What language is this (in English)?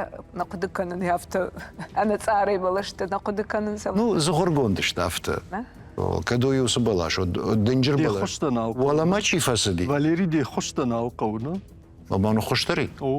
Ossetic